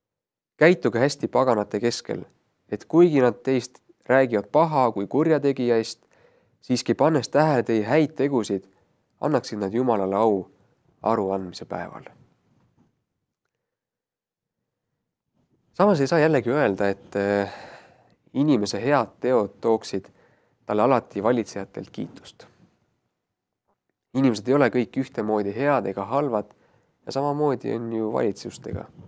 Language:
Estonian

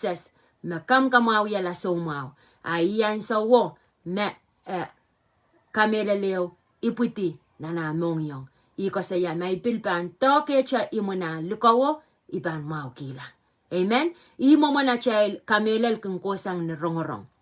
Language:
Pohnpeian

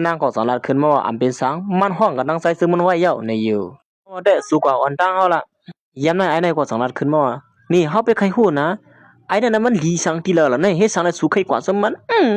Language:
Shan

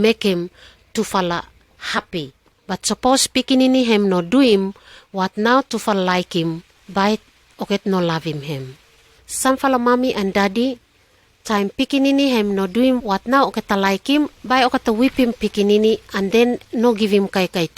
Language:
Pijin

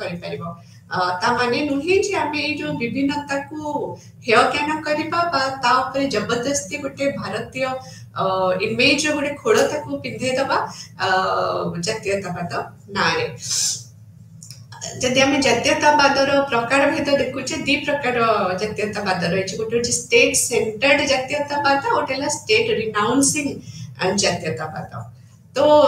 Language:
Odia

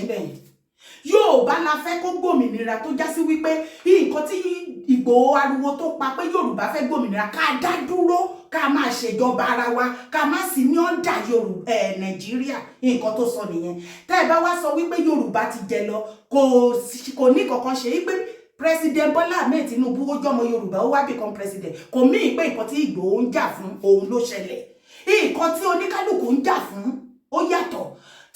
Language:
Yoruba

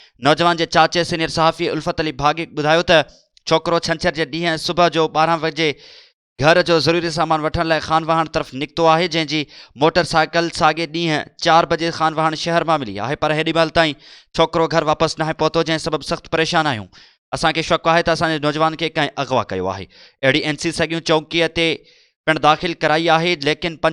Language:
Sindhi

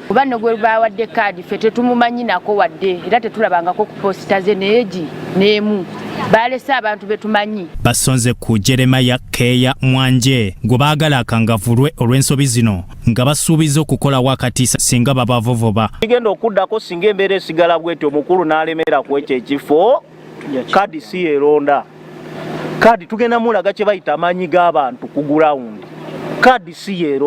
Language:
Ganda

